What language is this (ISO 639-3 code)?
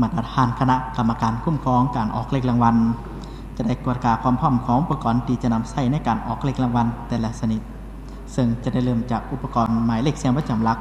lao